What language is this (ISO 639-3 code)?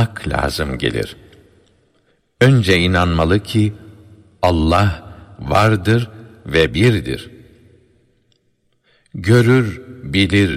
tur